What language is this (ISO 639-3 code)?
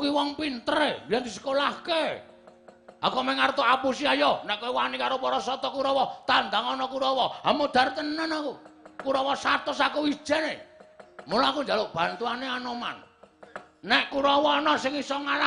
jav